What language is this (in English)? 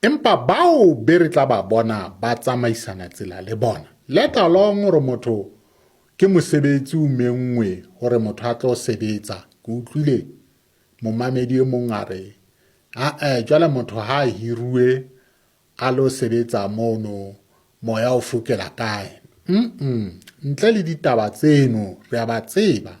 Southern Sotho